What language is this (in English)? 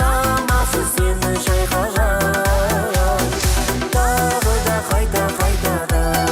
Kara-Kalpak